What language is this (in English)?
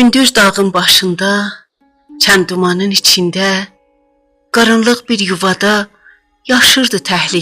South Azerbaijani